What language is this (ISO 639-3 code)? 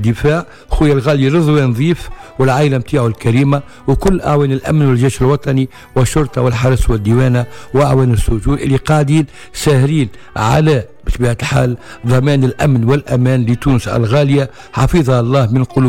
aeb